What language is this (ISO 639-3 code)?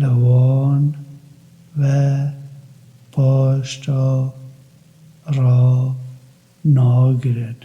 kur